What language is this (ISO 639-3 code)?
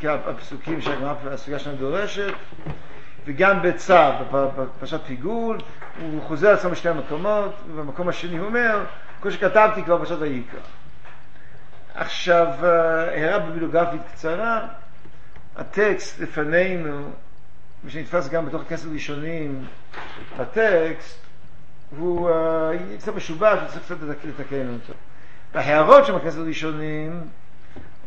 heb